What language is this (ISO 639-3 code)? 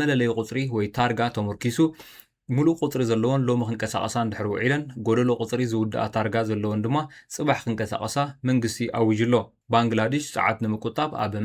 tir